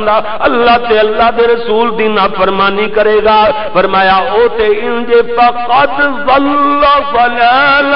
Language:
Western Panjabi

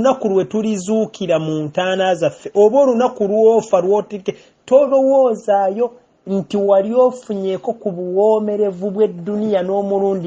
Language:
Ganda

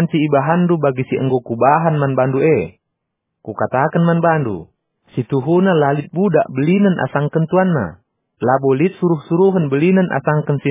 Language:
Batak Karo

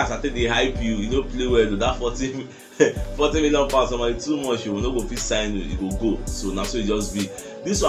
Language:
Nigerian Pidgin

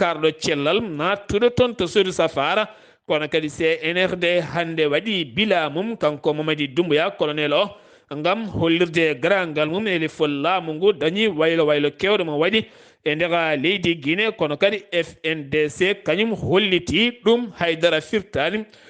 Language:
Fula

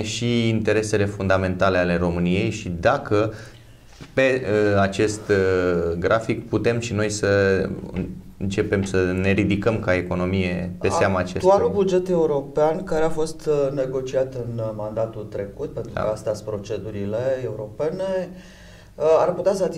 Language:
Romanian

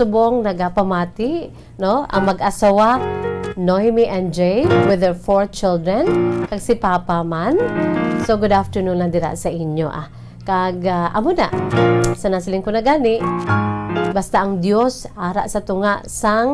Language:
Hiligaynon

